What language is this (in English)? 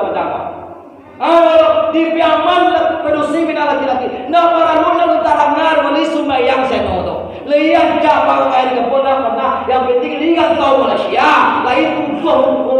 Minangkabau